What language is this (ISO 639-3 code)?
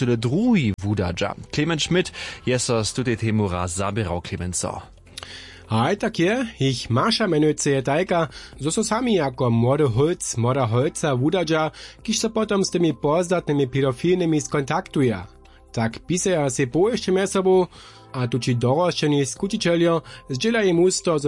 hsb